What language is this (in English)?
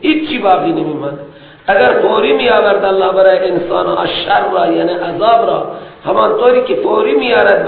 Persian